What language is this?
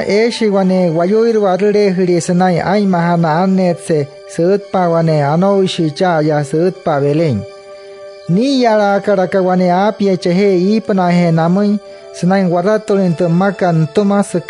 Wayuu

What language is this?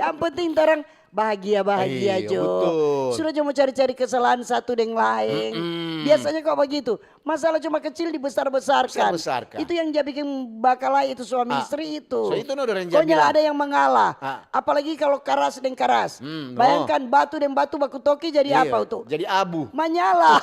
Manado Malay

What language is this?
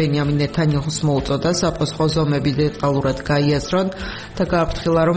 Georgian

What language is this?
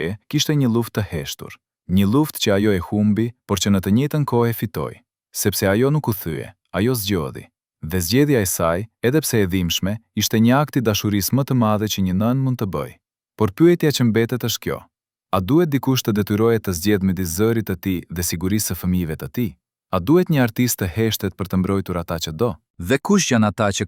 Albanian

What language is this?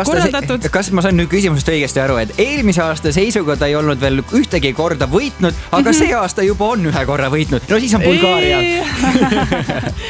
Estonian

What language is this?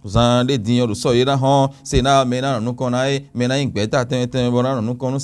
Fon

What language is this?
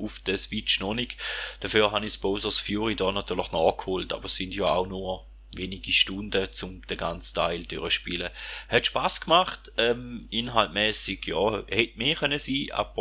Swiss German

